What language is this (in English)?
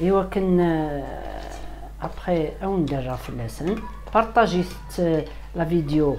Kabyle